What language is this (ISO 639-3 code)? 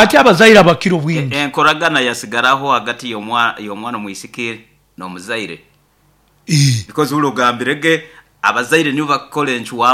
nyo